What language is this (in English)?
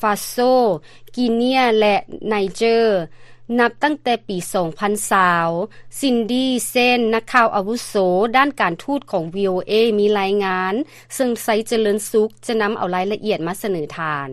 Lao